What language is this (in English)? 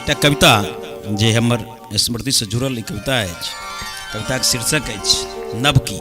Maithili